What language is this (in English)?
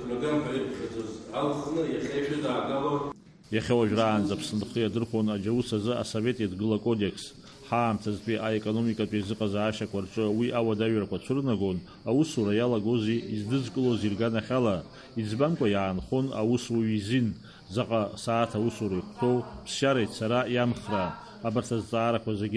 Abkhazian